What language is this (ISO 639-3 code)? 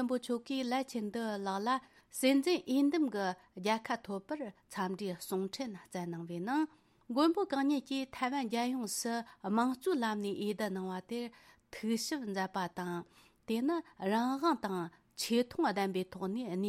bod